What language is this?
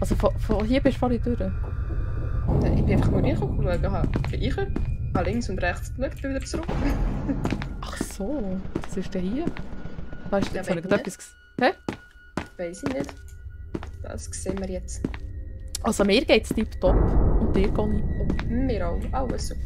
Swiss German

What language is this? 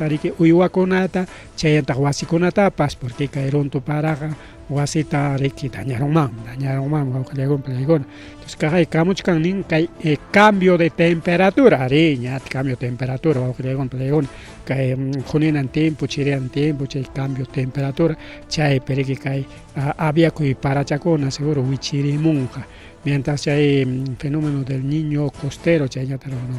Ayacucho Quechua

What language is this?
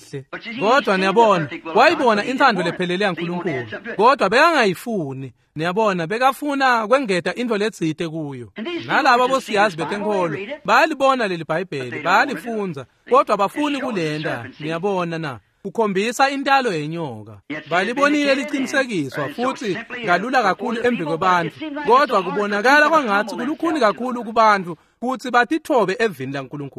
Swati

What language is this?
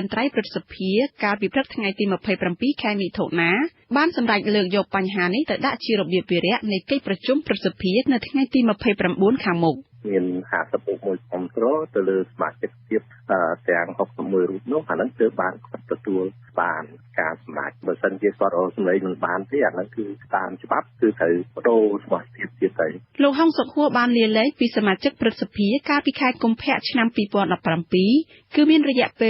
Khmer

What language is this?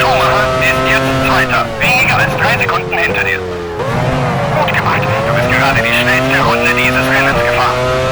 Bavarian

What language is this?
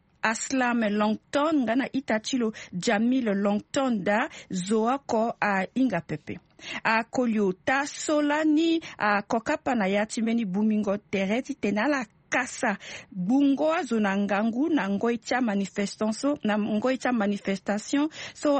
Sango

